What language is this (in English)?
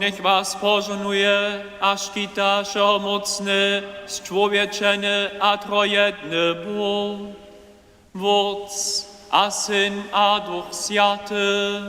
Upper Sorbian